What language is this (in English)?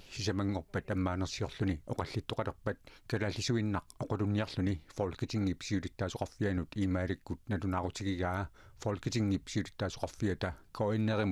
Kalaallisut